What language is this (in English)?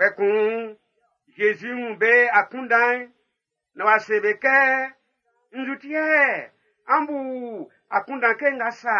Baoulé